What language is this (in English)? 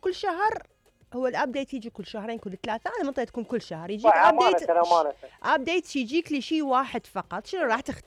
Mesopotamian Arabic